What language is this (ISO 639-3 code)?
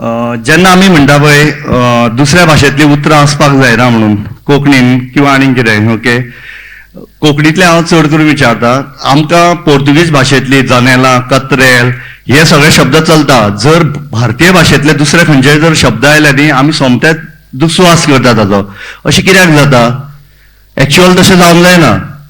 kok